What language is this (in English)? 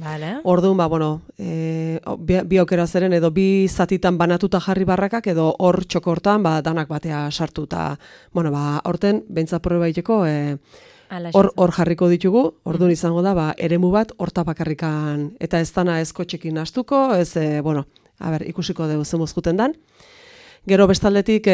Basque